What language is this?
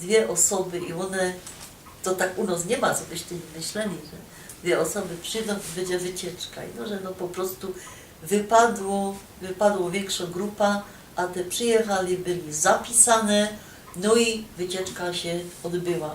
Silesian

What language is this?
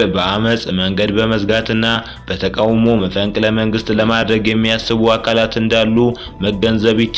Amharic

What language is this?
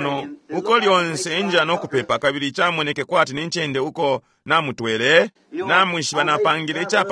Bemba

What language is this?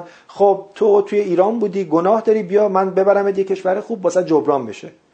Persian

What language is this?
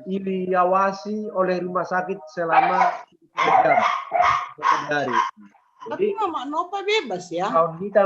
Batak Simalungun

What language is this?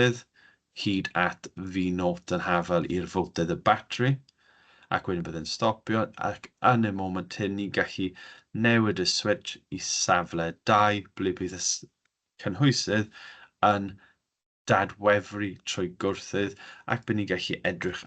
Welsh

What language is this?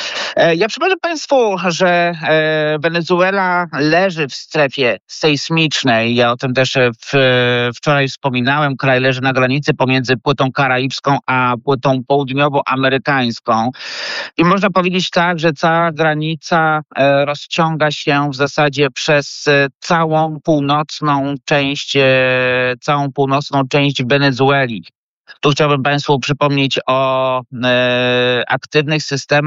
Polish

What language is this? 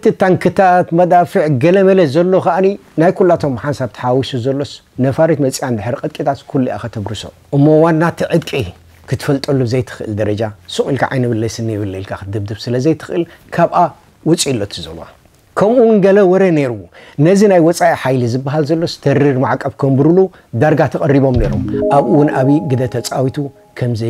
Tigrinya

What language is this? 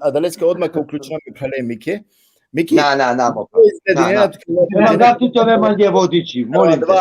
Balkan Romani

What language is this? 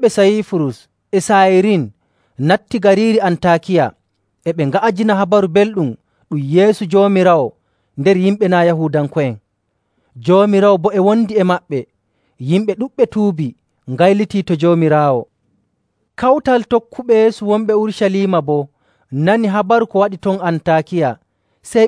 Nigerian Fulfulde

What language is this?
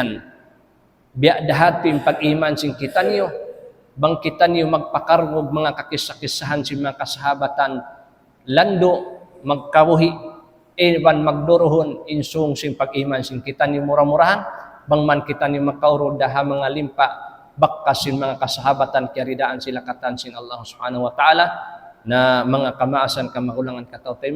Tausug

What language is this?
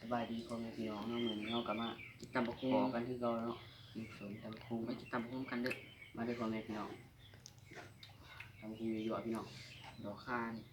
Lao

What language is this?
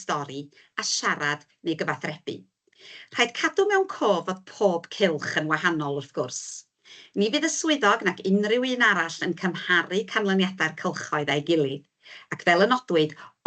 Welsh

